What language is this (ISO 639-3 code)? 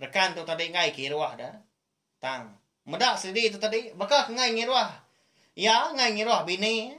iba